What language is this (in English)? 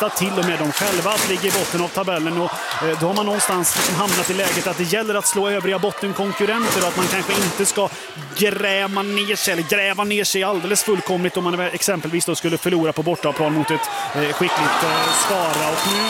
Swedish